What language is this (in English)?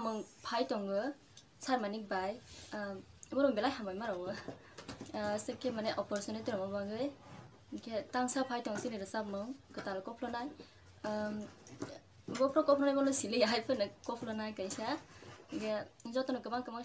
Kok Borok